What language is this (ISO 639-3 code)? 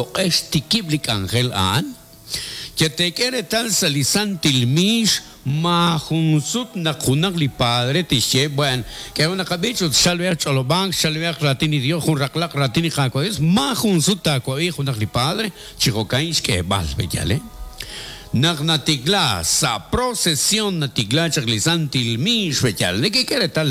kek